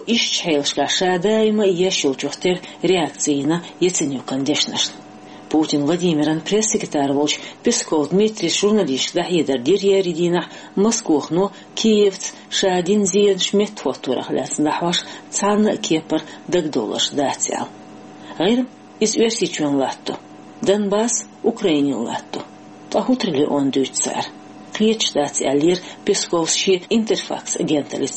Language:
Chechen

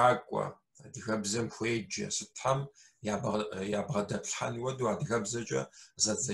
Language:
Kabardian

